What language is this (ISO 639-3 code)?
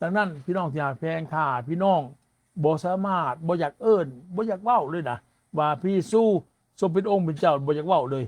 lao